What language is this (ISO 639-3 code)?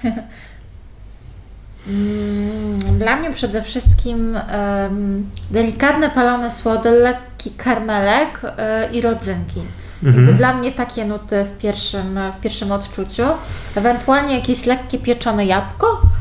pol